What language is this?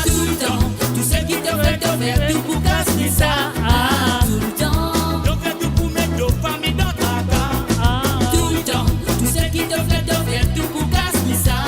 Morisyen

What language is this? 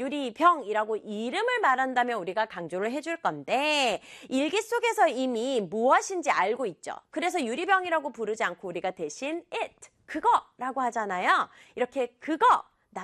Korean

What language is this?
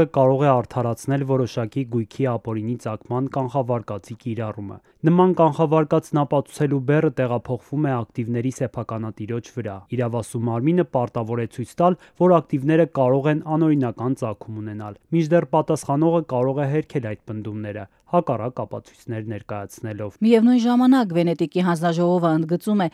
Armenian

